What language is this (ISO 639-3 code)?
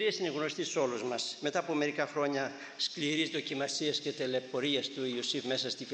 ell